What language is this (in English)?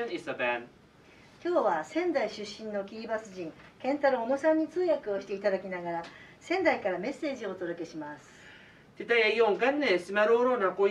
Gilbertese